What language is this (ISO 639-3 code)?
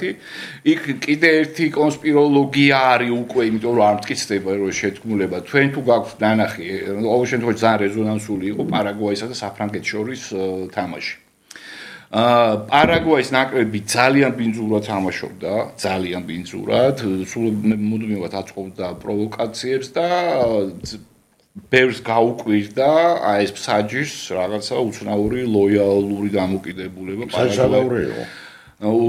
kat